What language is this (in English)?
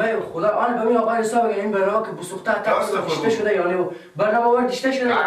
Persian